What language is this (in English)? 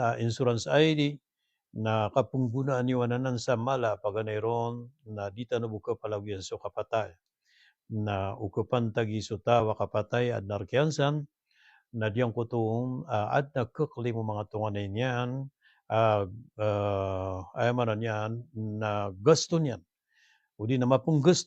Maranao